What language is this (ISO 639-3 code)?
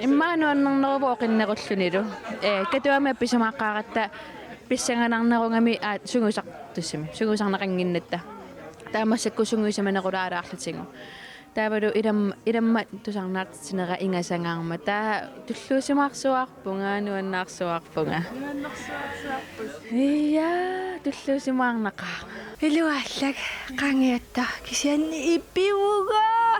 kal